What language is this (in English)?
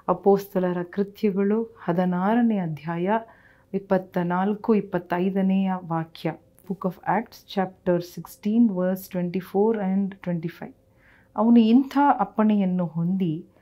Kannada